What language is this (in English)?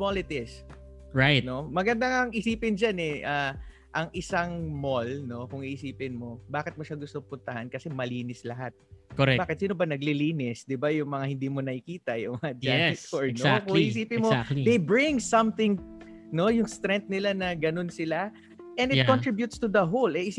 Filipino